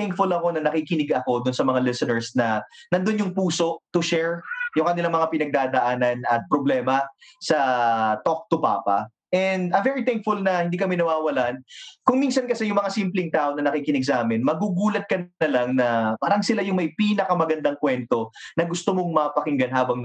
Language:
Filipino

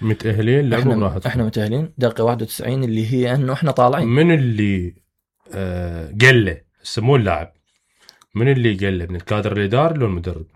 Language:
Mesopotamian Arabic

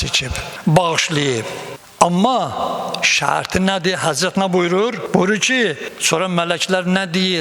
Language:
Azerbaijani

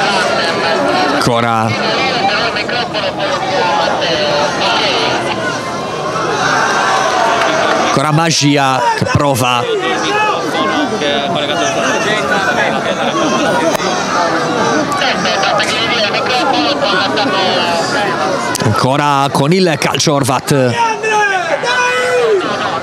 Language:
Italian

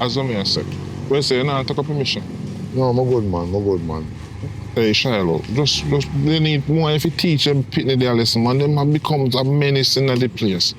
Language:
Jamaican Creole English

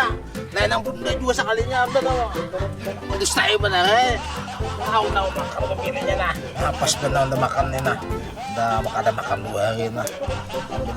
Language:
Banjar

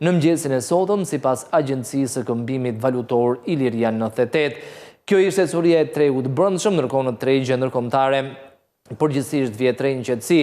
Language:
Albanian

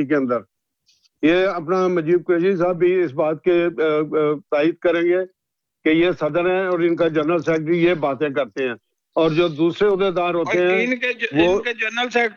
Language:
Urdu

